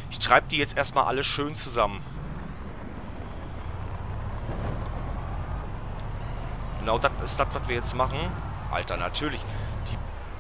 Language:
German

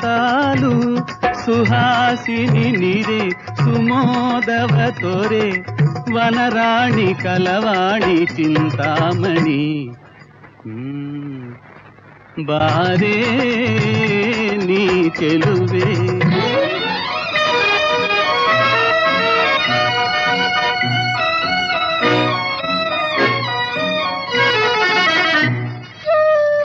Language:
Kannada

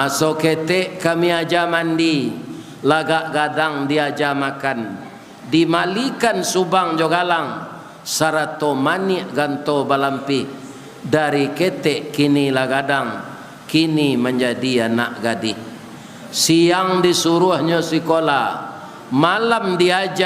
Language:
Minangkabau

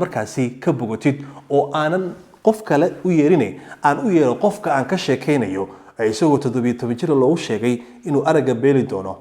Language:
Somali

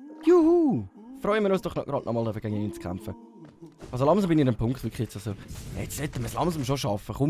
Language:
Swiss German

